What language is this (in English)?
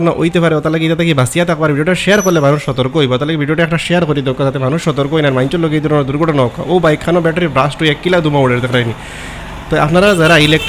Sylheti